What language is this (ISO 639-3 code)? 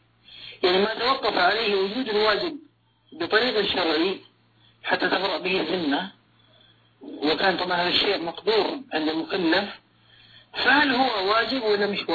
ara